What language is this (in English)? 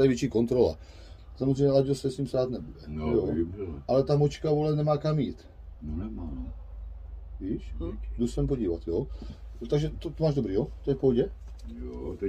Czech